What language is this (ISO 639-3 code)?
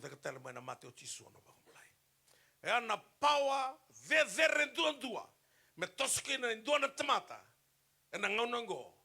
fij